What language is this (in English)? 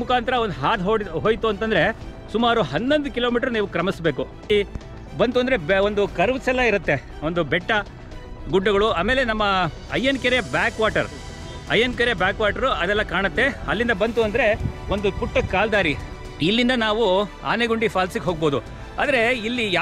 Kannada